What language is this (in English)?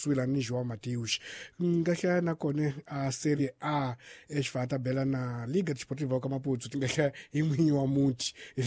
Tsonga